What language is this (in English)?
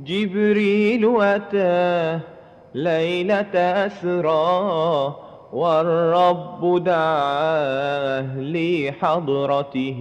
Madurese